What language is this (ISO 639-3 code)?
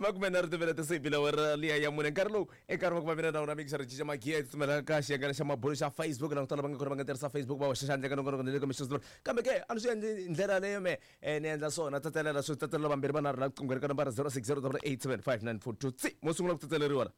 tso